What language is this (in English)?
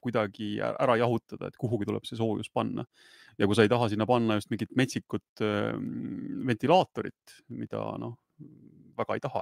Estonian